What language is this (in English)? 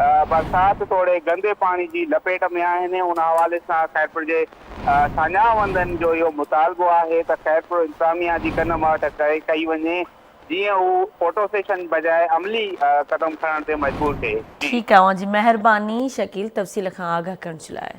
Sindhi